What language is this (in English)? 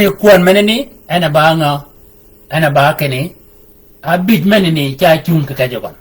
Shilluk